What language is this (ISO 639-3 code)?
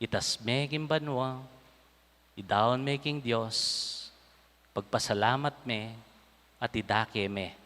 pam